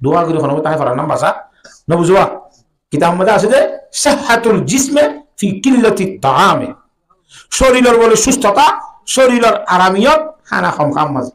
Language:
Rohingya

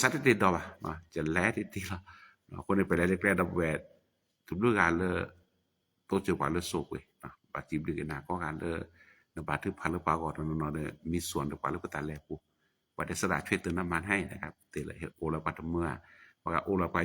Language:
S'gaw Karen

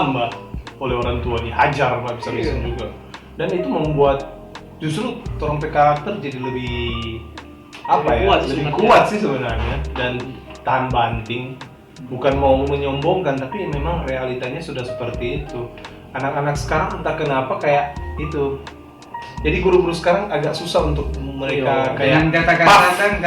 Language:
Manado Malay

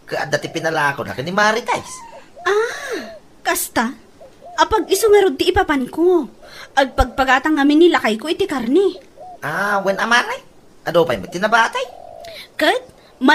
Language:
Iloko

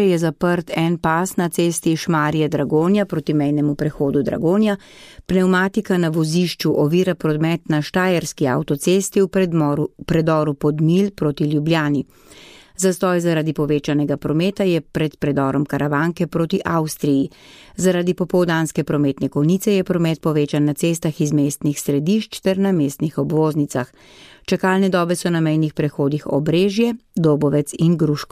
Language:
Slovenian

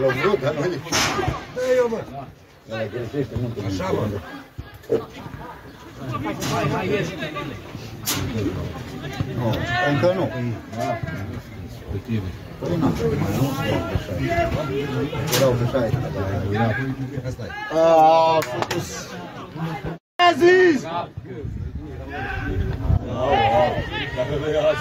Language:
Romanian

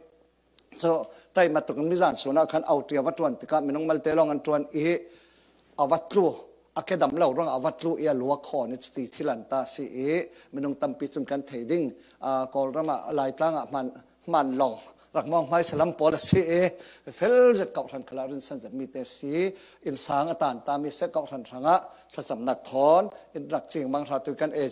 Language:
Falam Chin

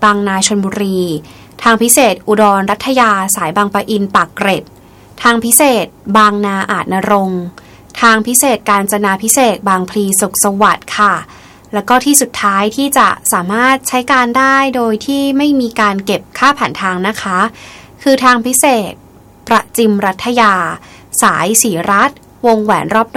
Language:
Thai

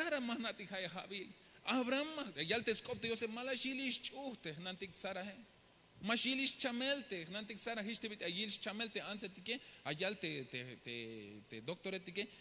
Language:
Tzeltal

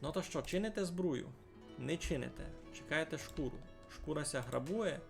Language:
Rusyn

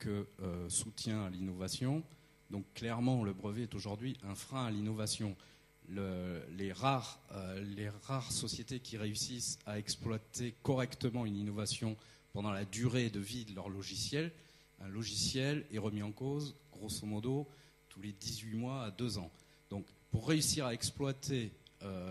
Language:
French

